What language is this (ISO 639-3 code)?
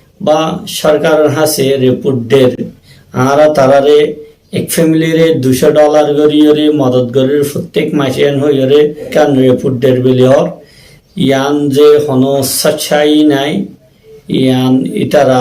rhg